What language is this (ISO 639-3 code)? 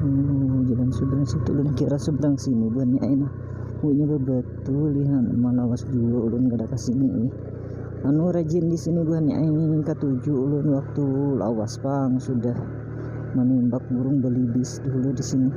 bjn